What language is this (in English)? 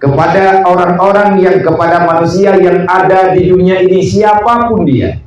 Achinese